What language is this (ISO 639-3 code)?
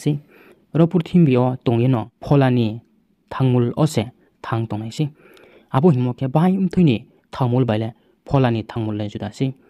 ria